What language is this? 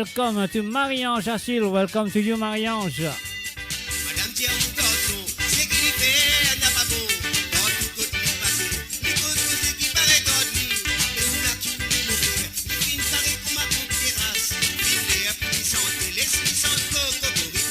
Morisyen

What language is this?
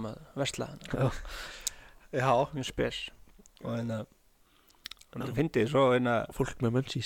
Icelandic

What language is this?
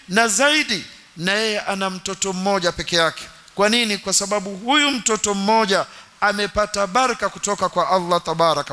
Swahili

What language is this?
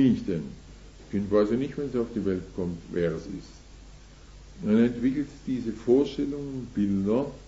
German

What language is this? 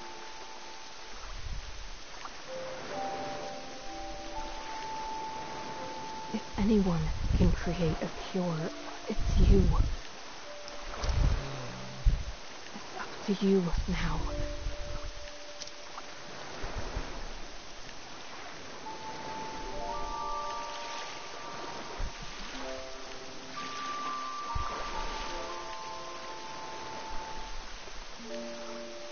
English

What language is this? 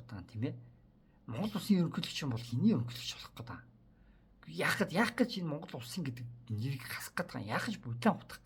Mongolian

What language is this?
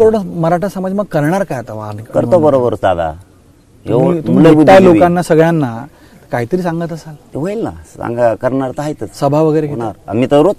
Marathi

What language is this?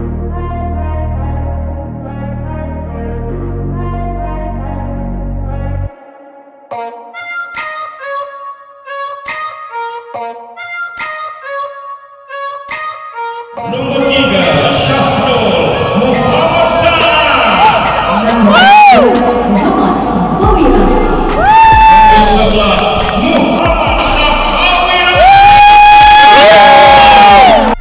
Malay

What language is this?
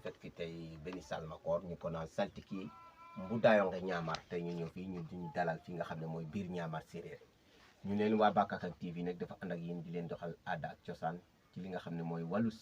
Wolof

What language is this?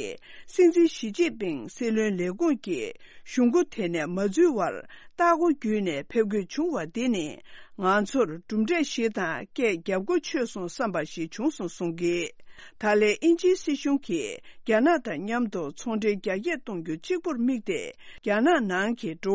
Tibetan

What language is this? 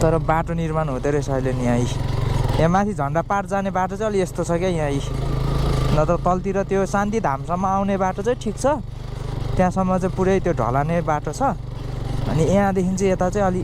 Nepali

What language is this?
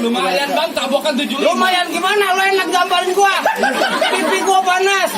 Betawi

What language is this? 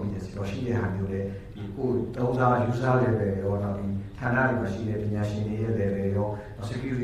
Burmese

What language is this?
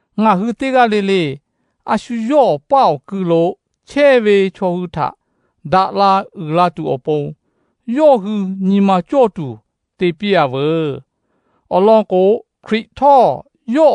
Lahu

